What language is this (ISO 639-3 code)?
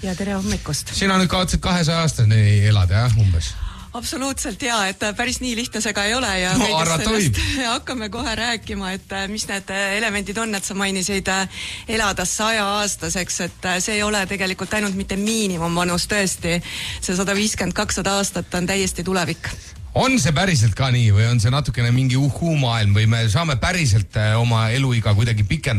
est